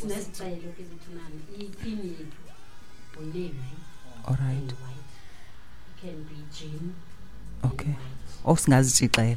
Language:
Xhosa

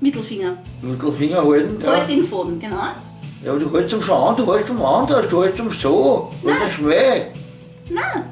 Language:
Bavarian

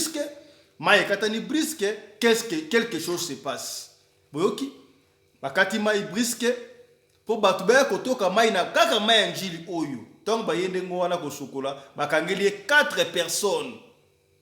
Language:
Lingala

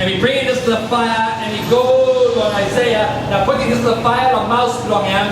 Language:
Tok Pisin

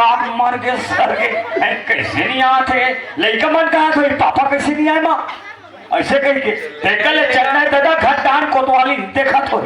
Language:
Chhattisgarhi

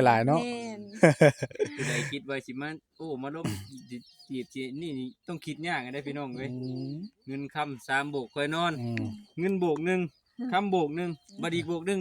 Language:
Northeastern Thai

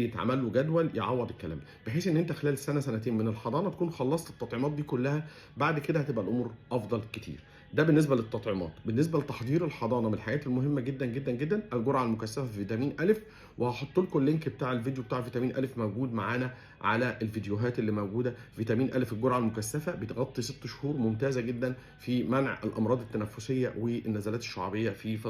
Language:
Egyptian Arabic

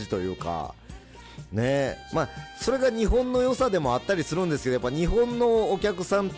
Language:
Japanese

